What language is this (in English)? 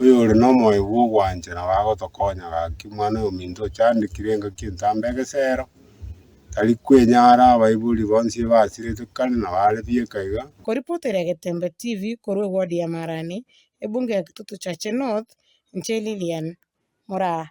Gusii